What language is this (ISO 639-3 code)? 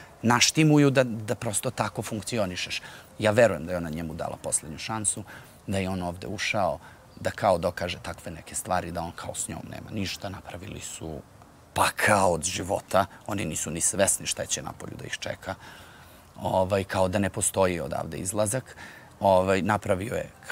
srp